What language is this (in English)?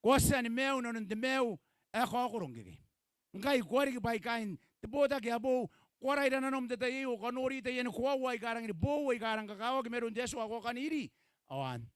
Gilbertese